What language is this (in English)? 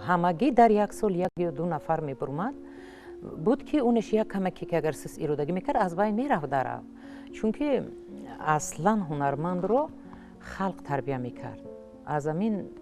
Tajik